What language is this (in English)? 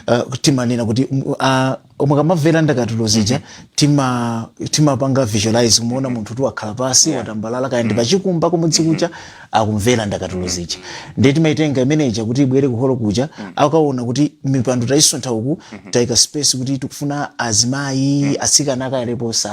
Nyanja